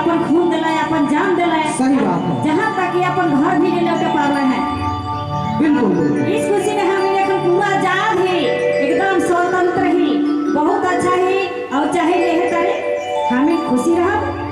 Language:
Sadri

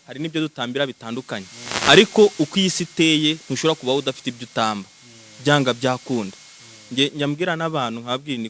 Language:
Kinyarwanda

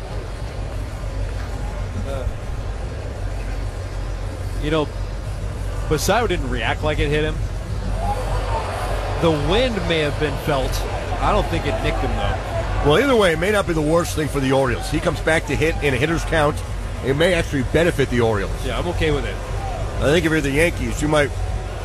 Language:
English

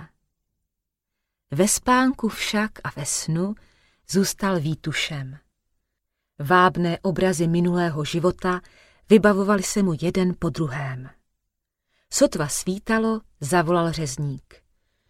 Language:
Czech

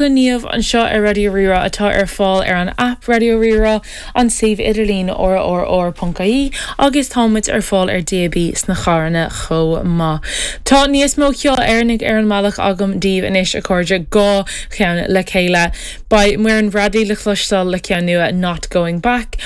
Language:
Irish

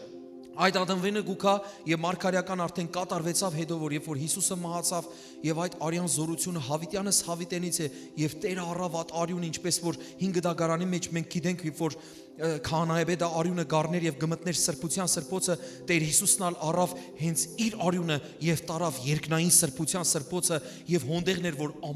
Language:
Western Armenian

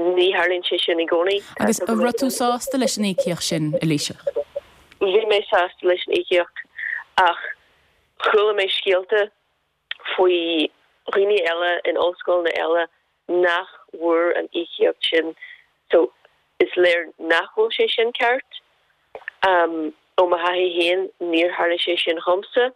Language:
Irish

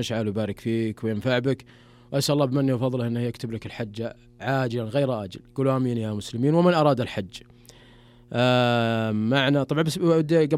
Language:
Najdi Arabic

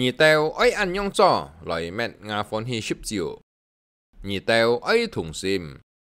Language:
Hakka Chinese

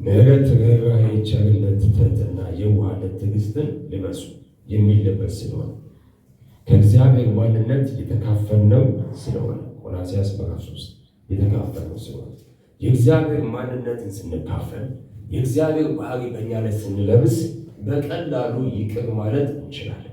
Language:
Amharic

